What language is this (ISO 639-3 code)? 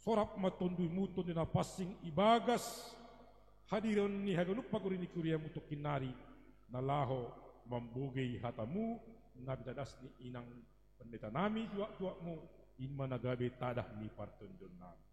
bts